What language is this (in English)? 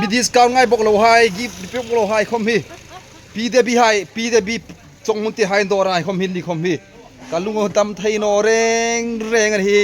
Hmar